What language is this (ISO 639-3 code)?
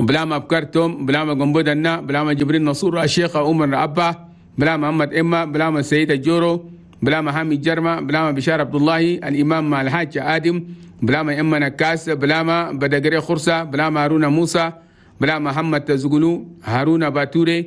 shu